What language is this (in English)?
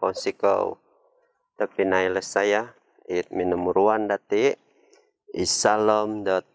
Central Dusun